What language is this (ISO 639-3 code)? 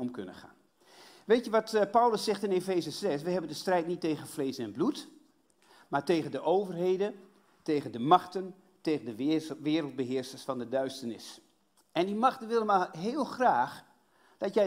nld